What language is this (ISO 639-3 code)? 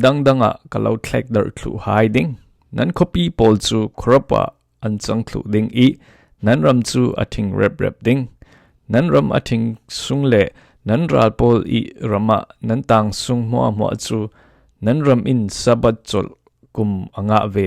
cfm